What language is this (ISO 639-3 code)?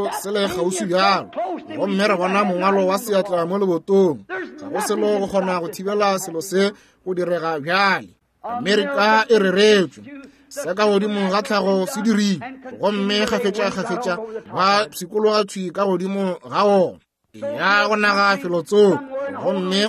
nso